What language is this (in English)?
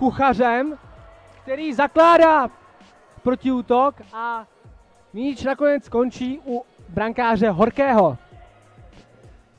Czech